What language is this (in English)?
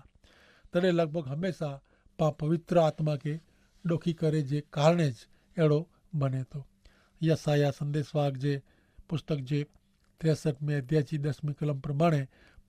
Kachhi